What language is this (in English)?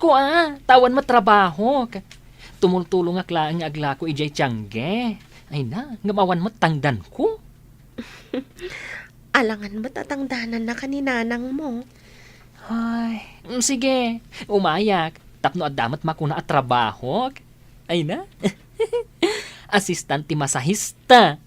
Iloko